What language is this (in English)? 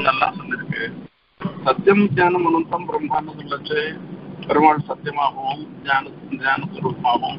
Tamil